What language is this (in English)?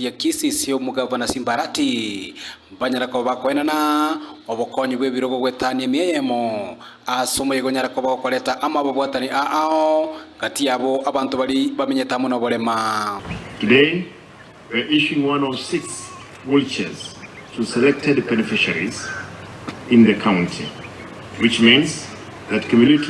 Gusii